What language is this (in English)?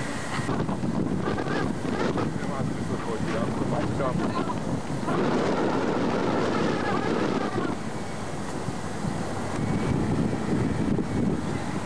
Czech